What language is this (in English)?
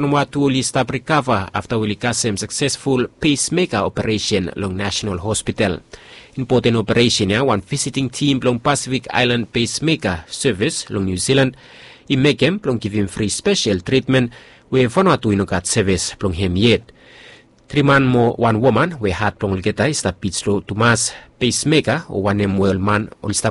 Bislama